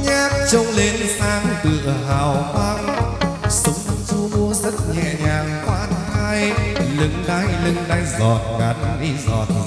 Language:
Vietnamese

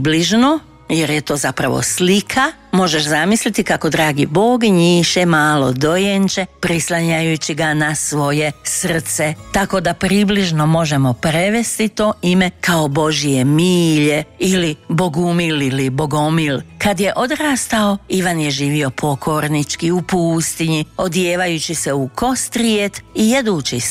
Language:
Croatian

